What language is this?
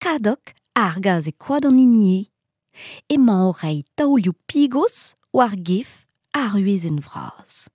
Breton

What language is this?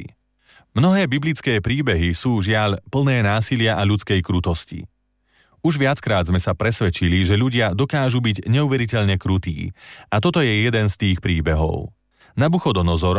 Slovak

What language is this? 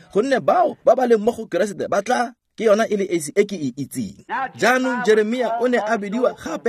Tswana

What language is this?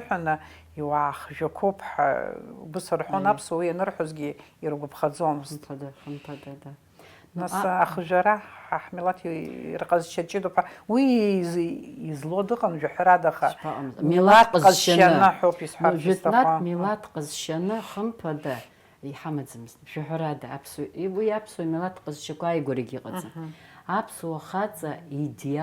Abkhazian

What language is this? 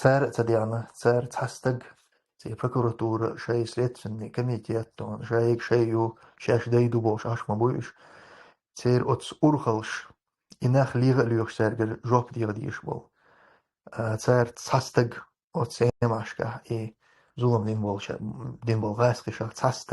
Chechen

